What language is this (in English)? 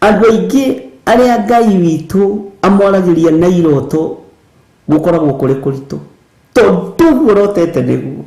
Kikuyu